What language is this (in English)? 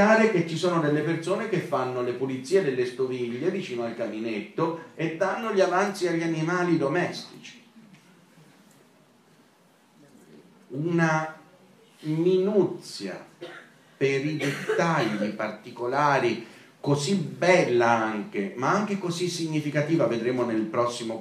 Italian